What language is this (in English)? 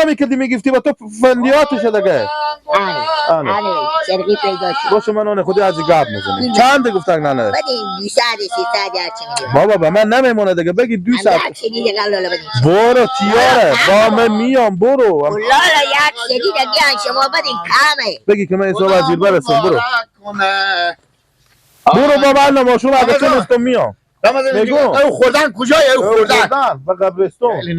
Persian